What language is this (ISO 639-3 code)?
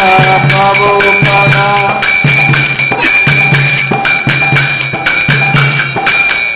hin